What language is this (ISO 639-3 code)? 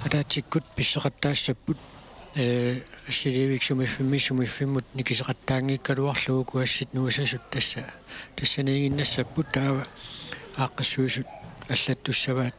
kal